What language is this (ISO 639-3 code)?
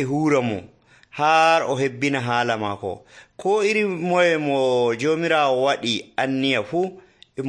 fuv